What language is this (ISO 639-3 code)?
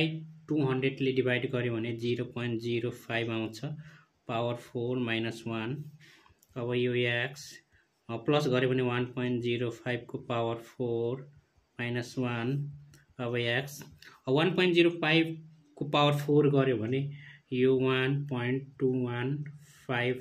nep